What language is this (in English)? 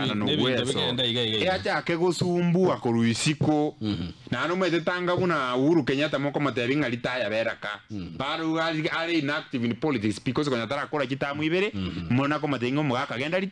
Gusii